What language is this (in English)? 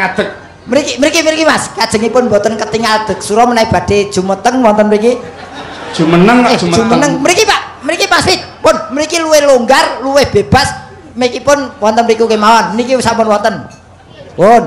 Javanese